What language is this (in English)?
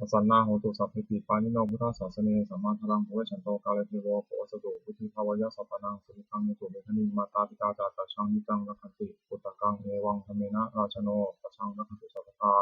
Pali